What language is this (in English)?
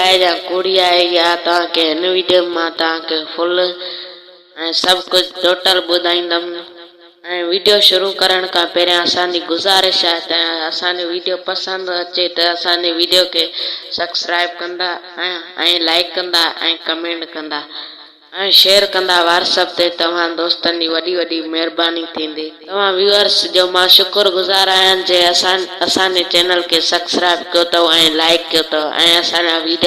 Sindhi